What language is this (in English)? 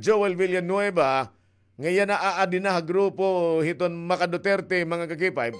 Waray